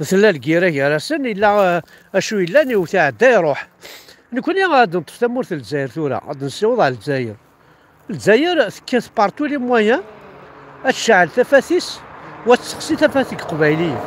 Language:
Kabyle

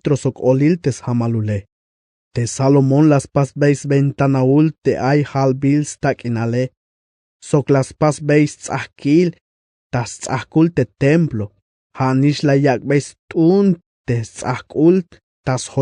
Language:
Tzeltal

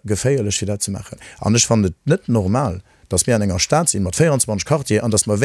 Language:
Luxembourgish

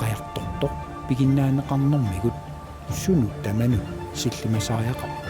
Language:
Kalaallisut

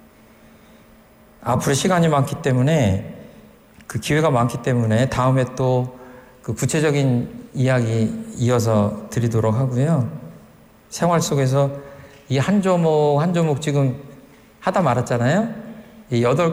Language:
Korean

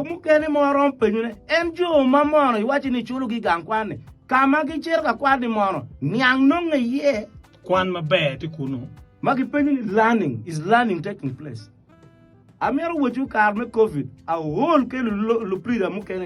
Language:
Acoli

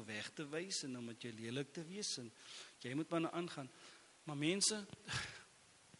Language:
Afrikaans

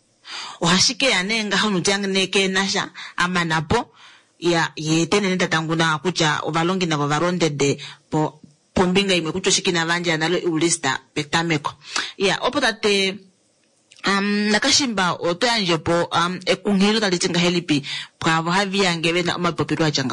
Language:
Kuanyama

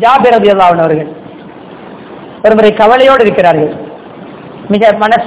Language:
Tamil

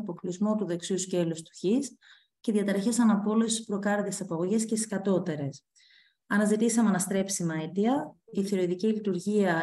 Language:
Greek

